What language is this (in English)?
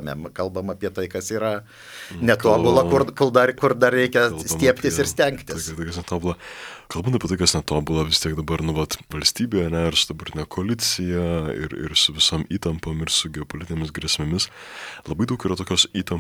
Lithuanian